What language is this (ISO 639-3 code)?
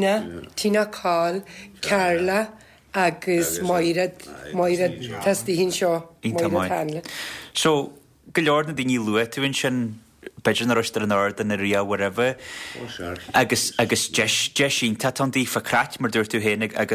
gle